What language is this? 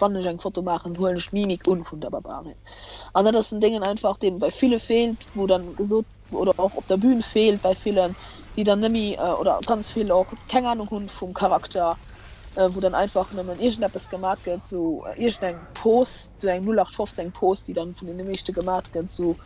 Luxembourgish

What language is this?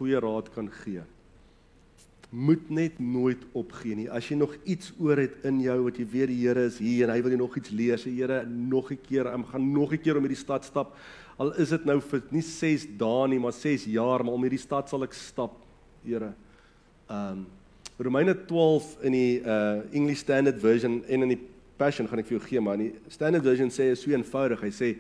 Afrikaans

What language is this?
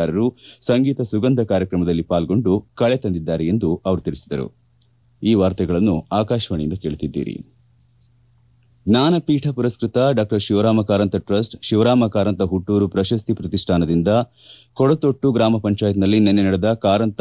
Kannada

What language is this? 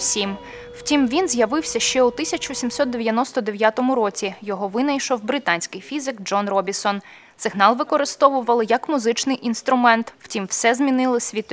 Ukrainian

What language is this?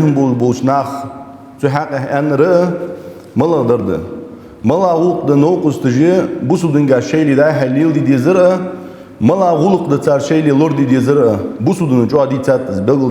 Ingush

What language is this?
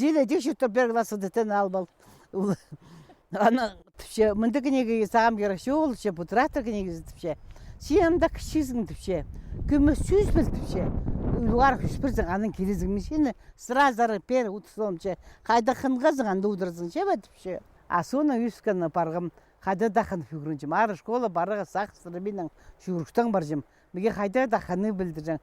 Khakas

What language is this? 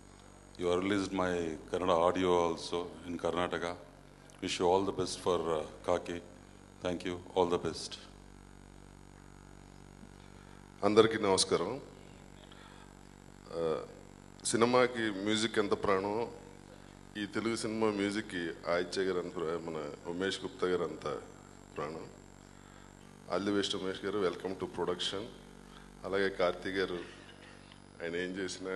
Telugu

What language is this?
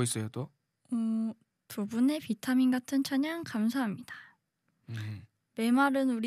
Korean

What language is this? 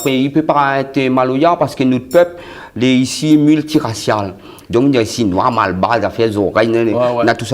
Réunion Creole French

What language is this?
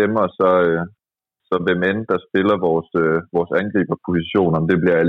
Danish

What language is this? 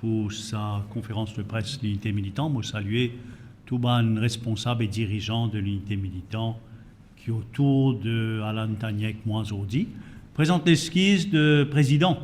Morisyen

